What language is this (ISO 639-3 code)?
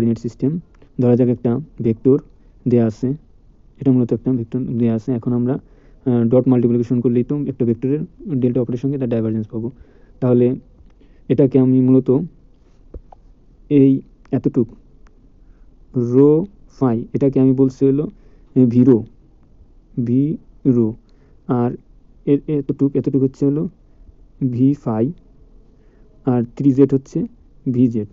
ben